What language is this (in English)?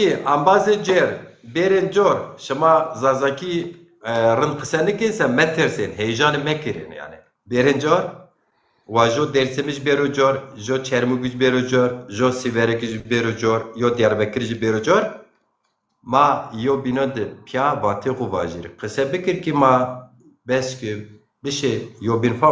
Zaza